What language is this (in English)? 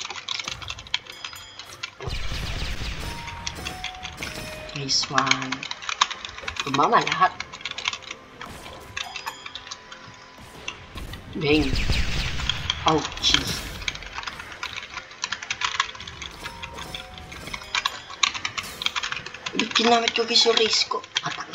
Filipino